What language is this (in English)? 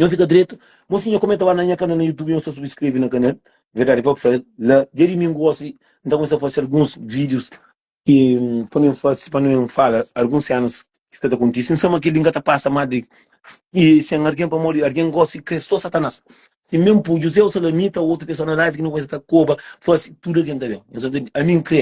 Kabuverdianu